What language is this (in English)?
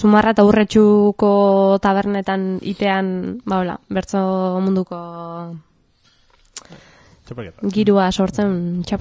Basque